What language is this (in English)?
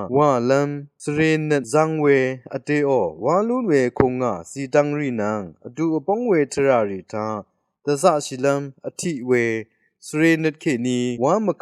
Rawang